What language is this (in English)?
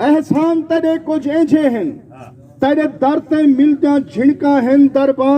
Saraiki